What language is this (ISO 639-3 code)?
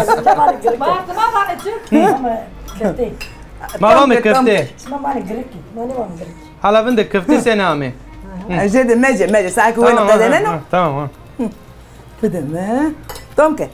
zza